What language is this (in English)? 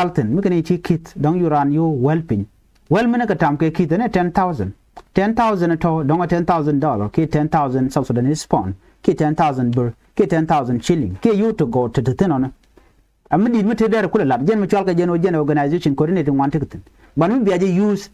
Nuer